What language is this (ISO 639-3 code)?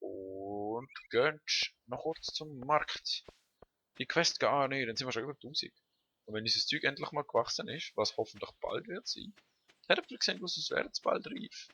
gsw